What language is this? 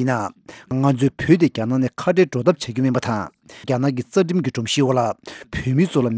Tibetan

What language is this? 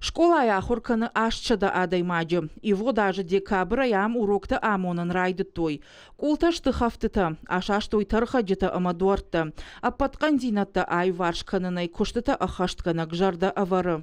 Ossetic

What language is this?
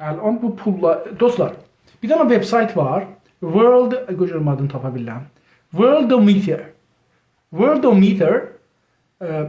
South Azerbaijani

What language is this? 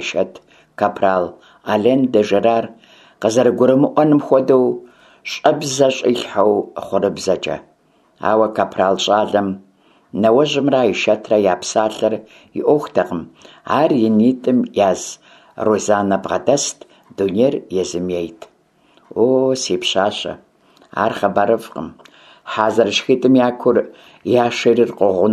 Kabardian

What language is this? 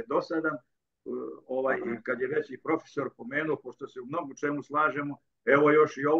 Serbian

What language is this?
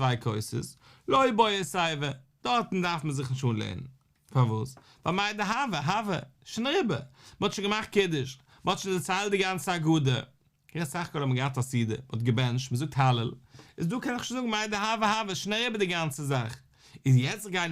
Yiddish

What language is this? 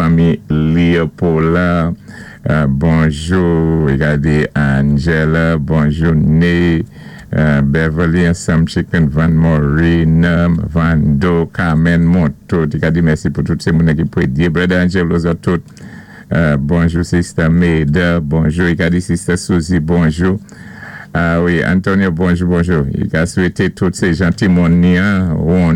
Saint Lucian Creole French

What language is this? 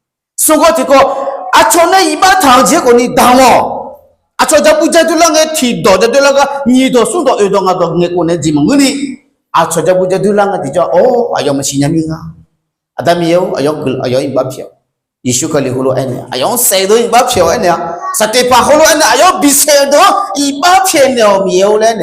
Akha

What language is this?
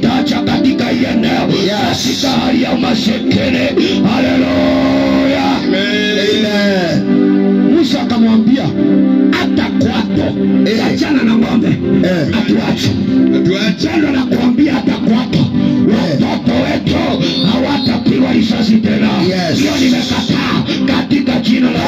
Swahili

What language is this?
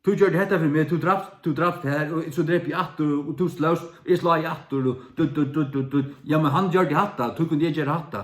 Faroese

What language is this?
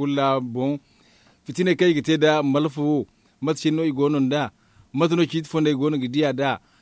Zarma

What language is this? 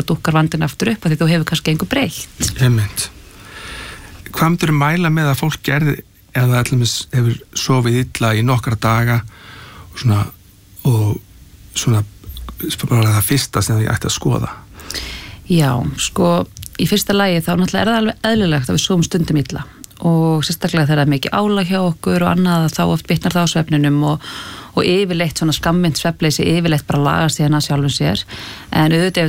Icelandic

